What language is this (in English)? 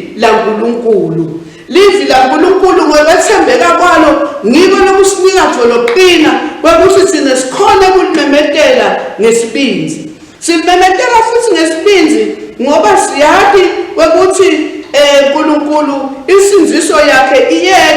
Swati